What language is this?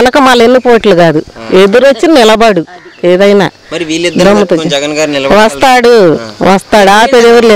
Telugu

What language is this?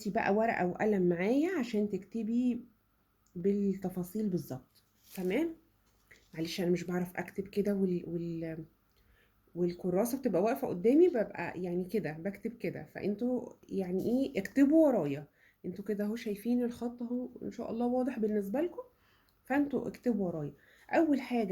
Egyptian Arabic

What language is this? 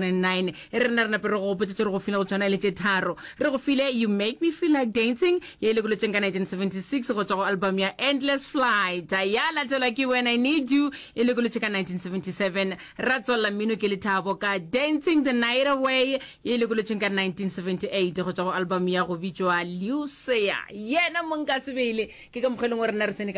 Northern Sotho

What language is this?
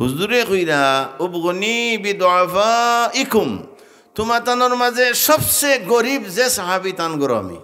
Sylheti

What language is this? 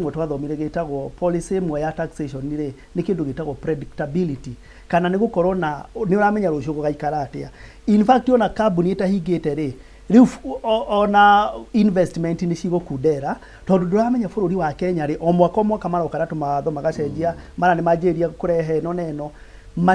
Kikuyu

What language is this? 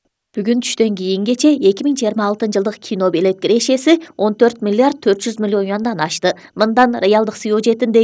Kyrgyz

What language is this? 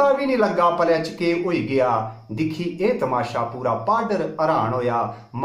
Dogri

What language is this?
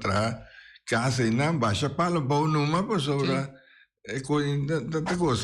Papiamento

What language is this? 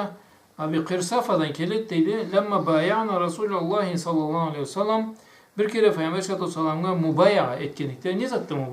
Karachay-Balkar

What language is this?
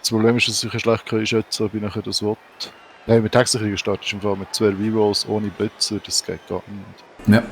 Swiss German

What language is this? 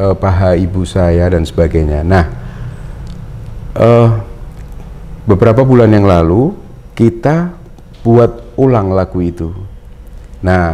Indonesian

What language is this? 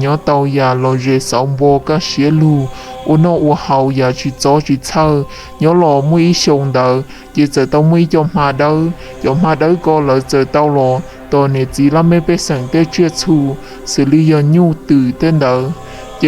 Hmong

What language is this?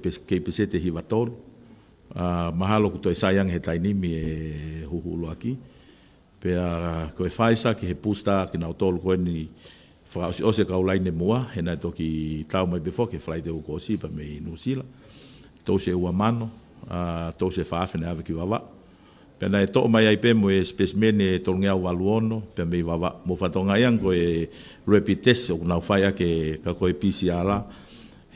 Tongan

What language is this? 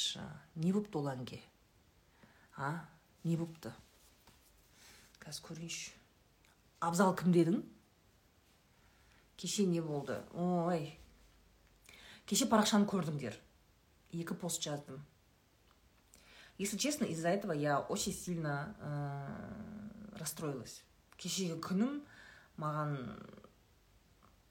Kazakh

